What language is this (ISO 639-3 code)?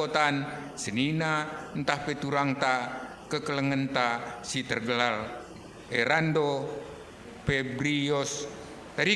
btx